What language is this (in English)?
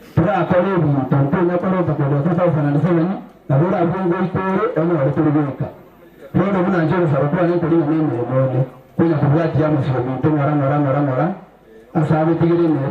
Gusii